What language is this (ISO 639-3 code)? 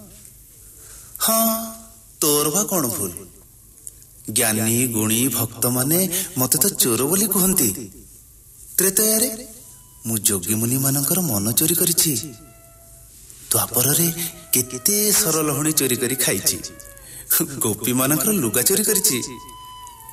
ori